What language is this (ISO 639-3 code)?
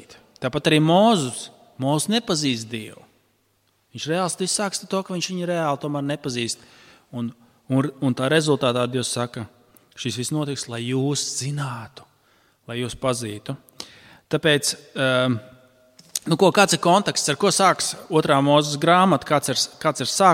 lav